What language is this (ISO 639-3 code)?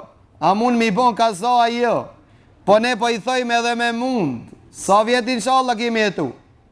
sqi